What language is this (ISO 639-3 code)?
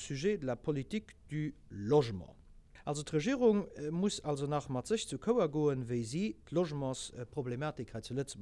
ltz